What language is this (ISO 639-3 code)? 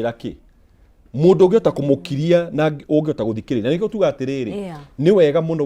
kik